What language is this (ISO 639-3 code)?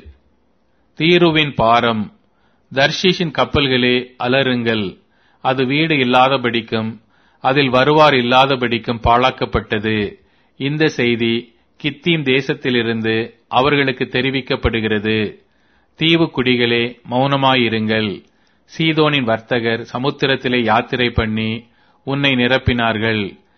tam